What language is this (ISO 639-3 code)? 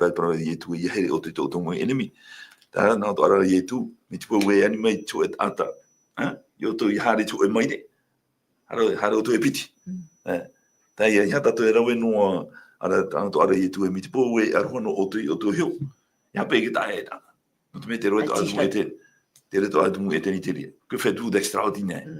tah